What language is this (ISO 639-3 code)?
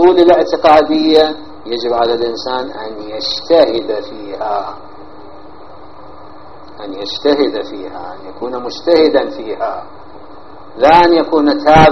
ara